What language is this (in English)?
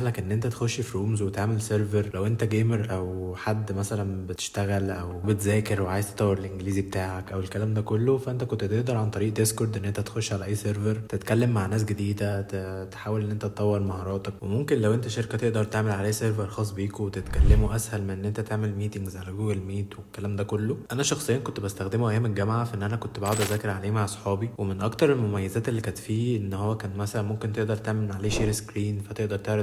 Egyptian Arabic